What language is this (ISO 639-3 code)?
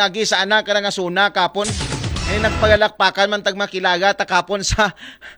akl